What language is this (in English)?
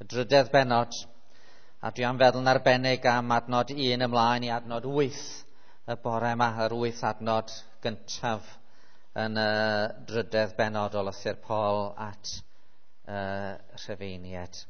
Welsh